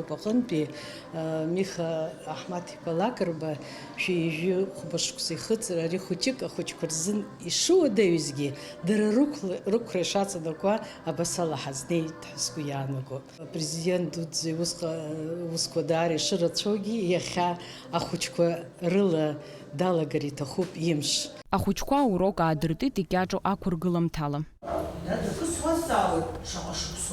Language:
Abkhazian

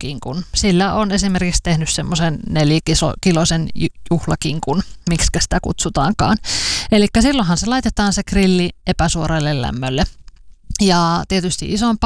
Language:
Finnish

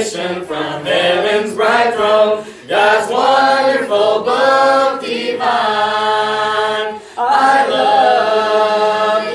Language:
English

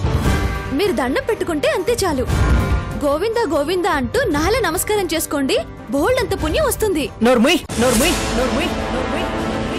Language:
Telugu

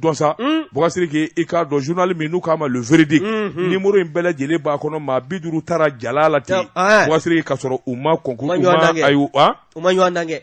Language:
Bambara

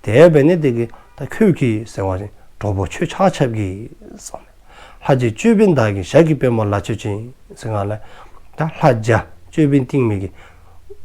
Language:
Dzongkha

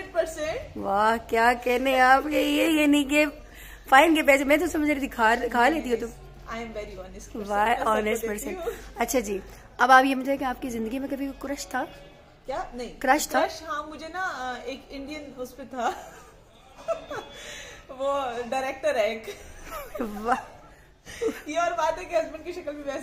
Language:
Hindi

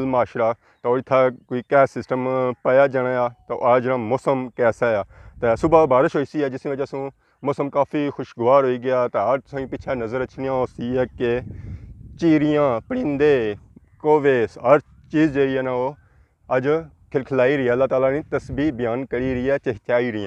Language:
Pahari-Potwari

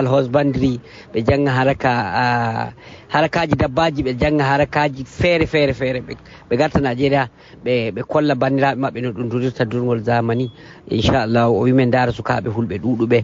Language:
Fula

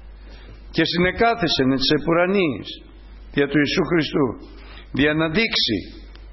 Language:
Greek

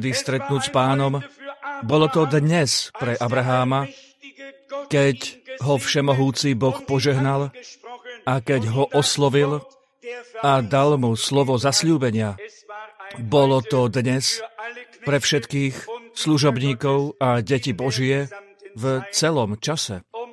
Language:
Slovak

